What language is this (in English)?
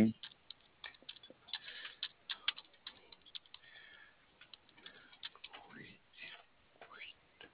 Spanish